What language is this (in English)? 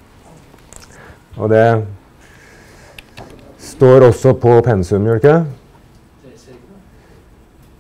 Norwegian